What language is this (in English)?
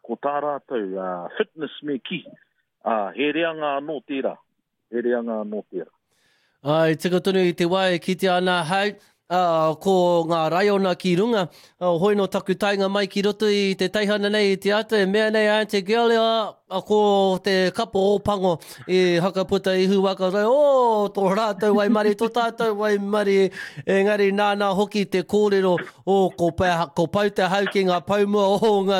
Māori